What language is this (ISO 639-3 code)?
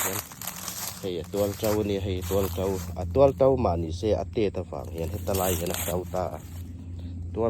hmr